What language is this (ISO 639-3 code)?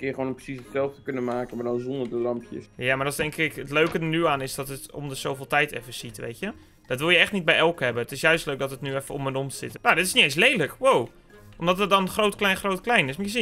nld